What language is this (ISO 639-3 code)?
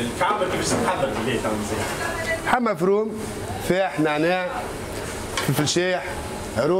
aeb